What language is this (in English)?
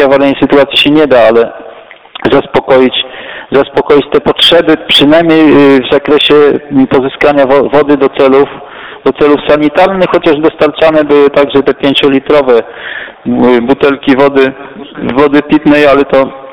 Polish